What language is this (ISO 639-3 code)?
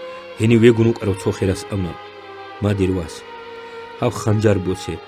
ava